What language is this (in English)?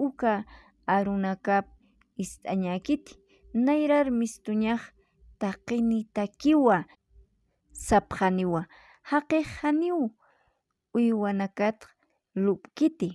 Aymara